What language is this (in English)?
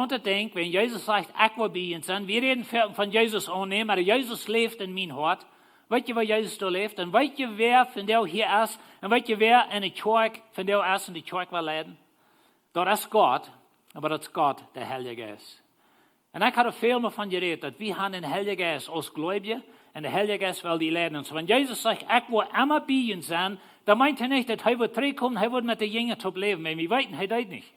Plautdietsch